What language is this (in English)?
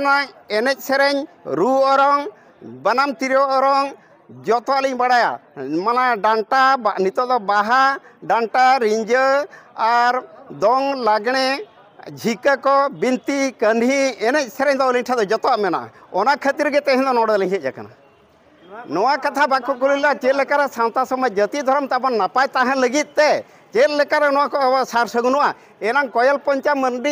Santali